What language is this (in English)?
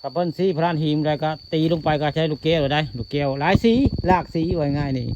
Northeastern Thai